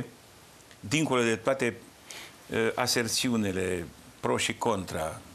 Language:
Romanian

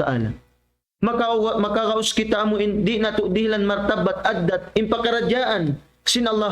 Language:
Tausug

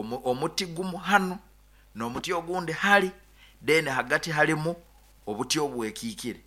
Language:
Nyoro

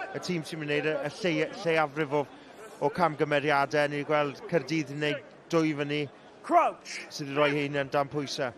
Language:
Welsh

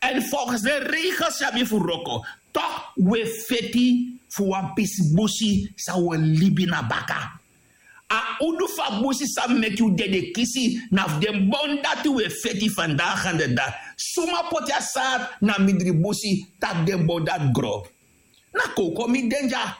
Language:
Sranan Tongo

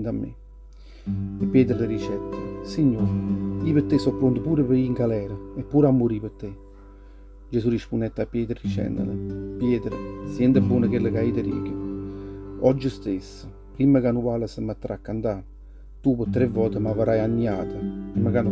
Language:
Neapolitan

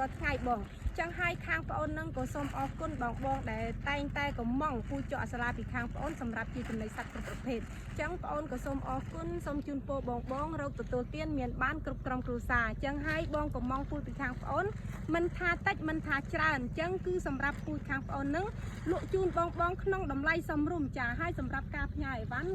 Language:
Khmer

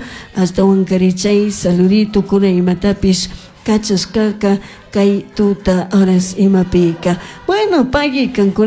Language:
Chimborazo Highland Quichua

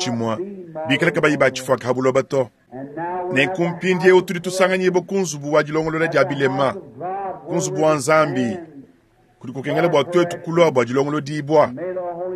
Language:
Luba-Lulua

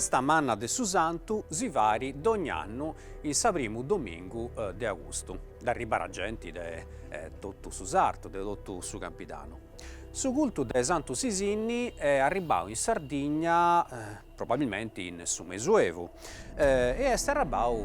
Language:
Sardinian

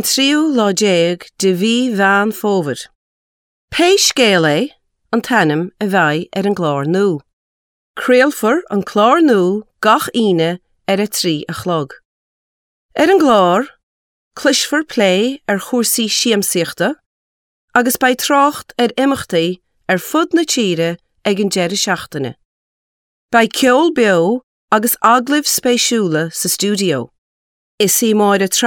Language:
Irish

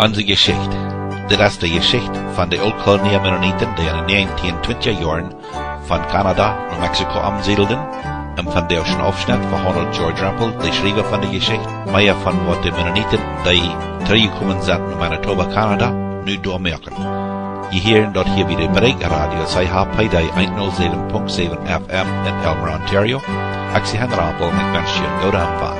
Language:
Plautdietsch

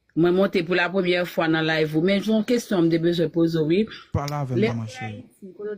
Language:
Haitian Creole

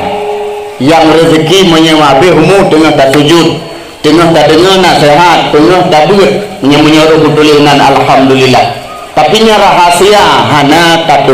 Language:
Achinese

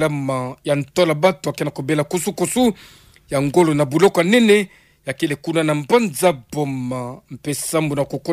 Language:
Kituba (Democratic Republic of Congo)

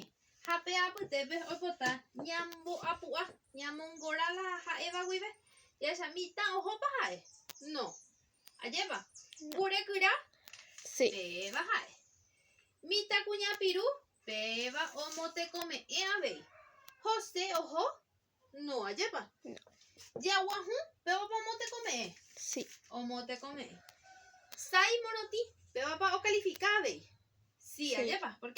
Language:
Guarani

